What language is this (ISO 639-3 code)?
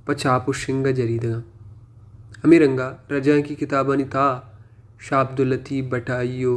bal